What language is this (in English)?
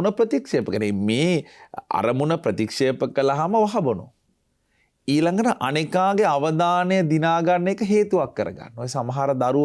Sinhala